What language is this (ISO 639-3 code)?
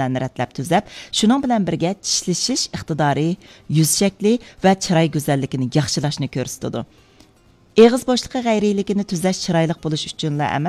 uig